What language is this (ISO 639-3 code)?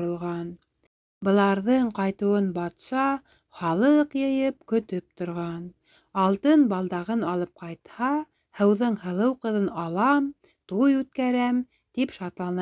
bak